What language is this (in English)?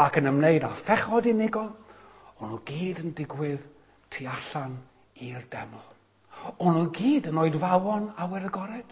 Welsh